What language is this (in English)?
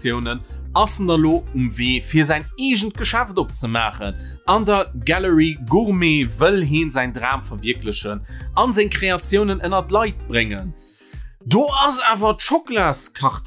Luxembourgish